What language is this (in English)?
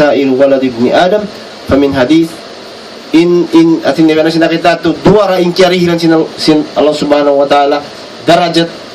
Tausug